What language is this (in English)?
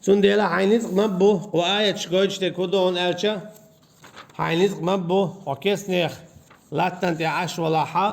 Chechen